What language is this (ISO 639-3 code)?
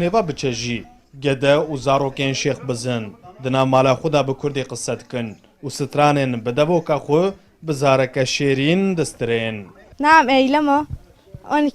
kur